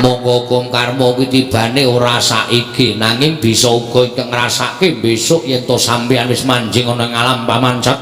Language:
Javanese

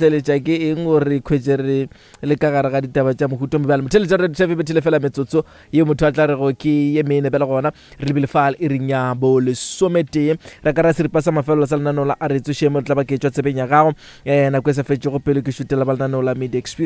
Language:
Northern Sotho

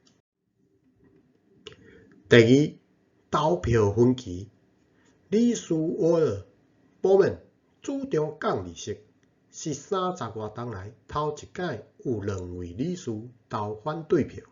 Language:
Min Nan Chinese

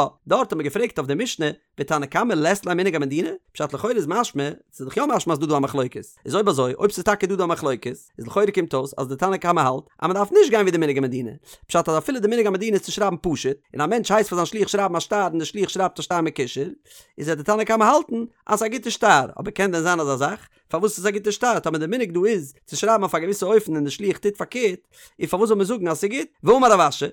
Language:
Yiddish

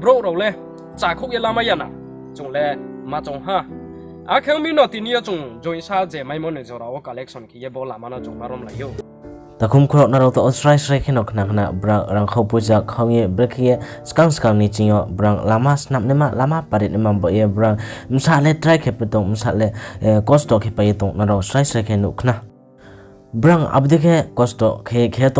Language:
Riang (India)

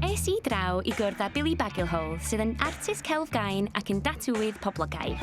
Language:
Welsh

